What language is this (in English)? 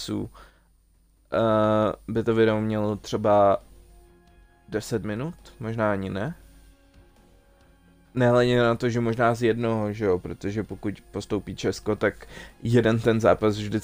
Czech